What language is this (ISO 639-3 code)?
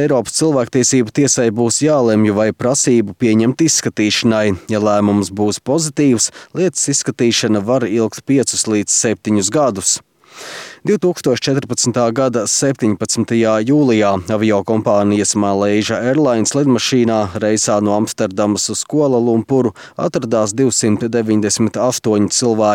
lav